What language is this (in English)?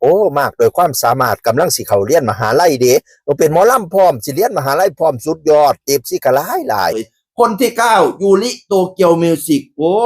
Northeastern Thai